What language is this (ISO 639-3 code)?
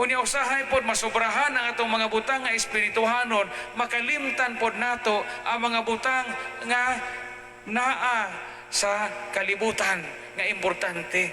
ceb